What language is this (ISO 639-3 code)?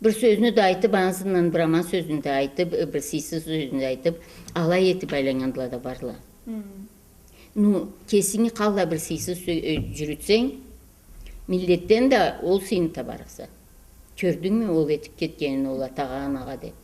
krc